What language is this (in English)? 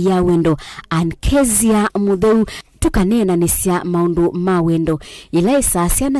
Kamba